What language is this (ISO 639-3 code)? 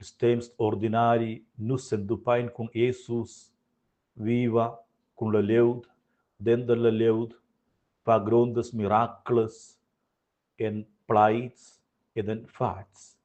roh